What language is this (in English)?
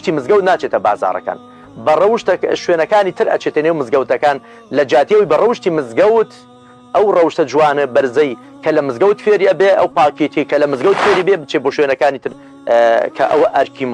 Central Kurdish